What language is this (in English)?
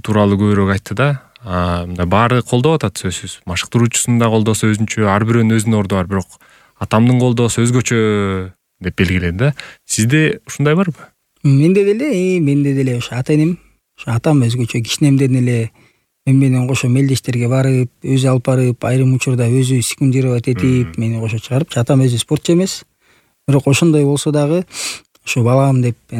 Kyrgyz